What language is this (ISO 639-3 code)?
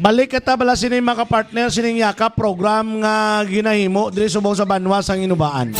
hil